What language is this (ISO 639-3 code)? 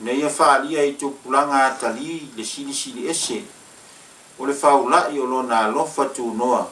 smo